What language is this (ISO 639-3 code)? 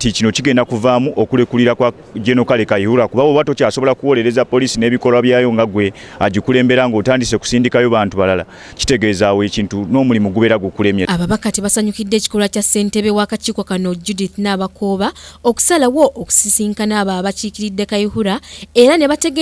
lug